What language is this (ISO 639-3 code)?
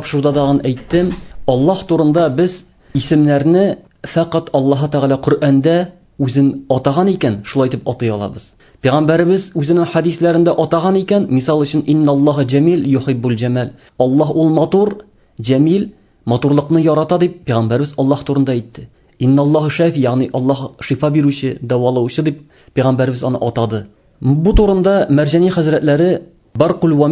tat